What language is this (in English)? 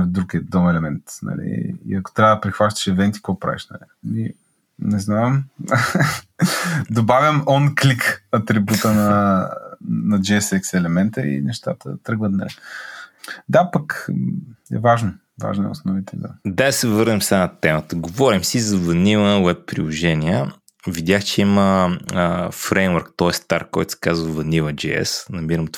Bulgarian